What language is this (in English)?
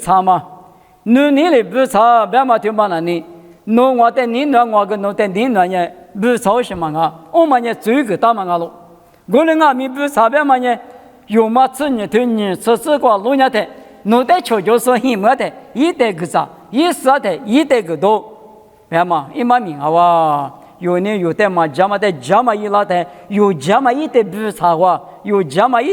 Lisu